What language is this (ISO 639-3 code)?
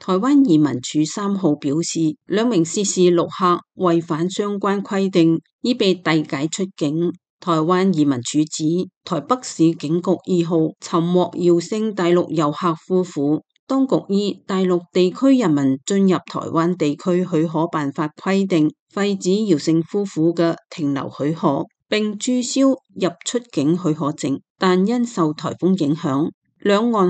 yue